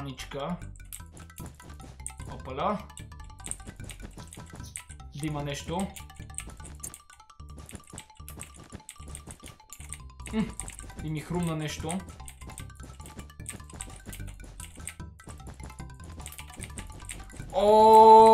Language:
Bulgarian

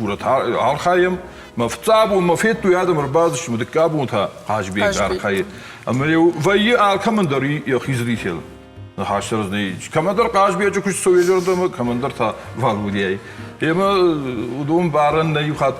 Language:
Ossetic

